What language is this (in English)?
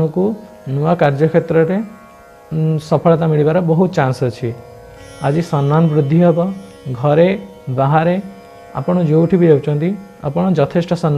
Odia